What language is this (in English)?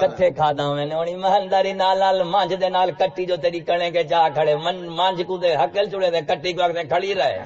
Saraiki